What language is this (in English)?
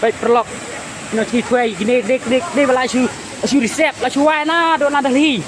Khasi